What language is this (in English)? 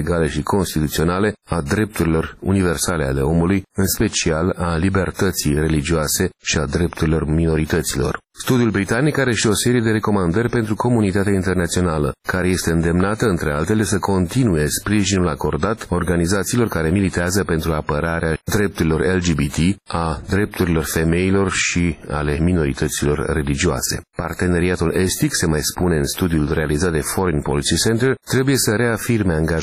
Romanian